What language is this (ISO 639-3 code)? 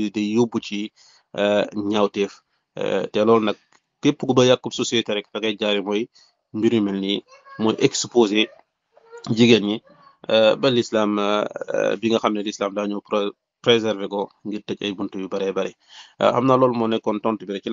wol